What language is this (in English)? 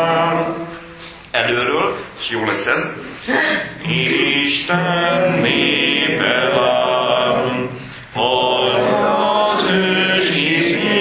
Hungarian